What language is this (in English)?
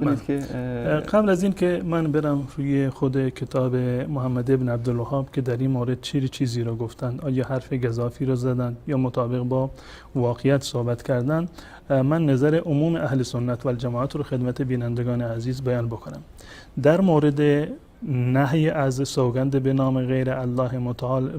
Persian